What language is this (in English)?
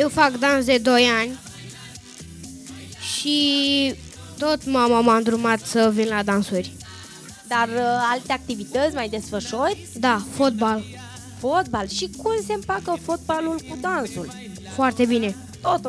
Romanian